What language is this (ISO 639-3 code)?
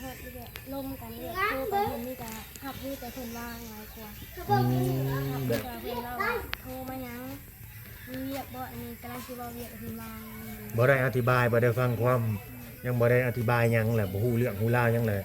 lao